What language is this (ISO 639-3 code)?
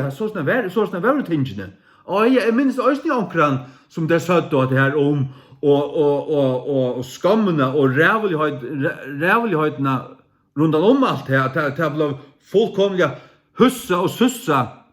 fao